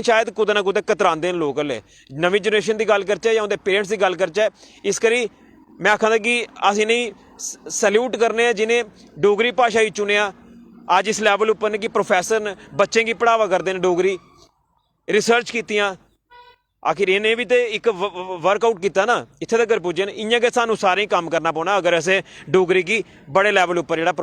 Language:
Dogri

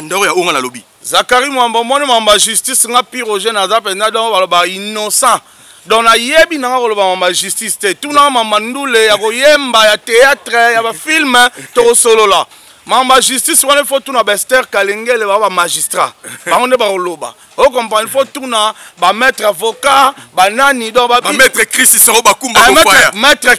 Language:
Lingala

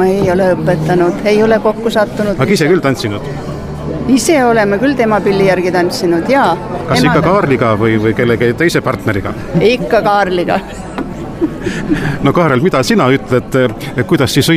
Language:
Estonian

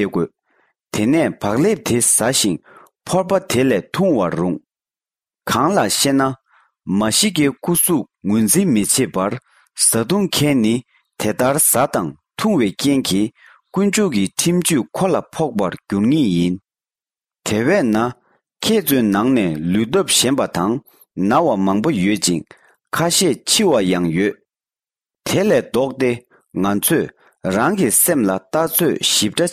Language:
Tibetan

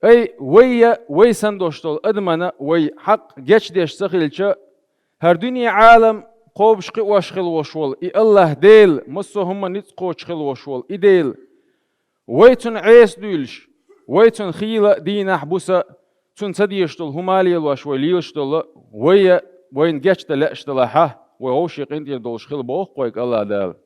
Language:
Chechen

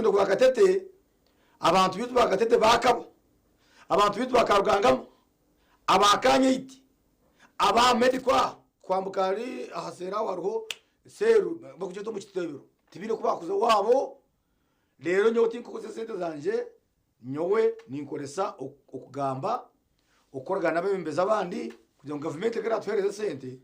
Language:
Nyankole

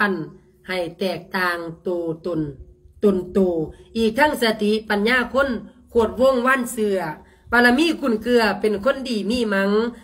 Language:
Lao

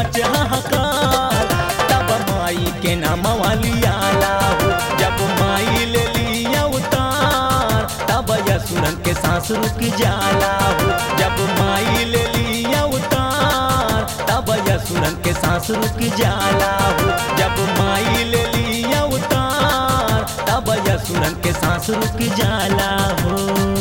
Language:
Bhojpuri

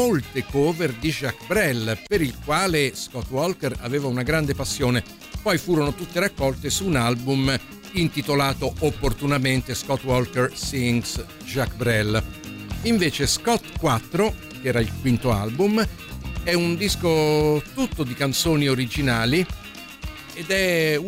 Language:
Italian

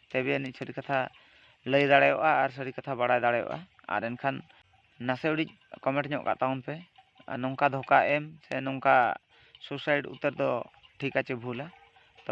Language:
Santali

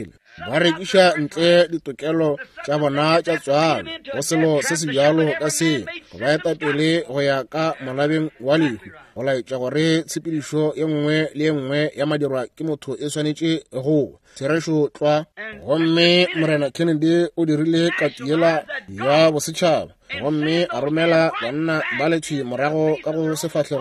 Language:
Northern Sotho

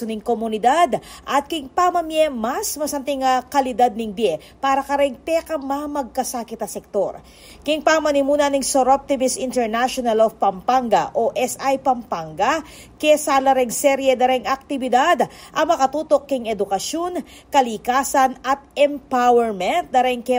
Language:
Pampanga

